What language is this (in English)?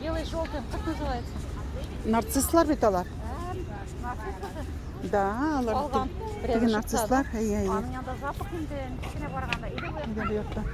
Tatar